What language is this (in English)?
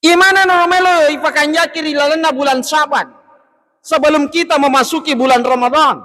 Buginese